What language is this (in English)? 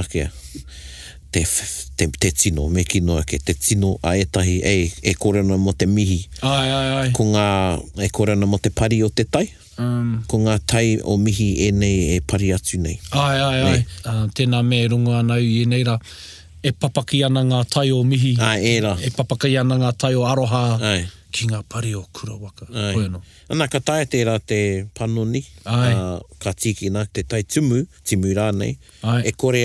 Māori